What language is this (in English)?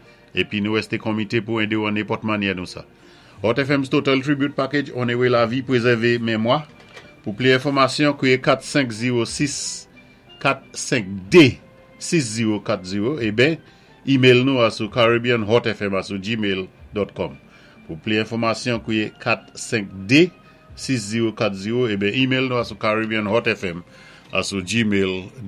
Saint Lucian Creole French